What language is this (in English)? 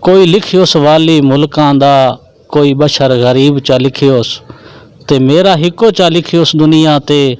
Saraiki